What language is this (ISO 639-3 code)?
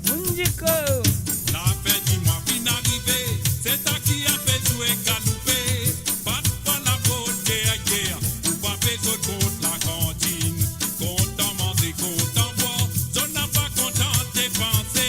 mfe